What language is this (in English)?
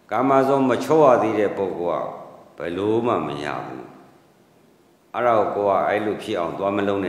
Burmese